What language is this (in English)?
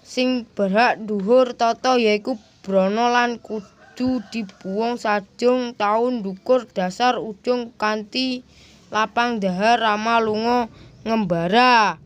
Javanese